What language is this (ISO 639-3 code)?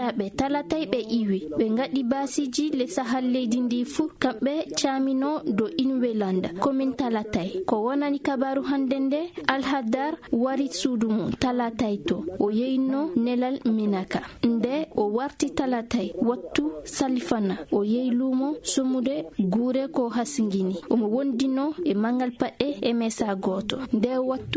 ful